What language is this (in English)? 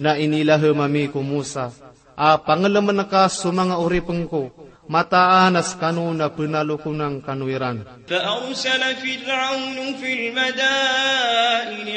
Maranao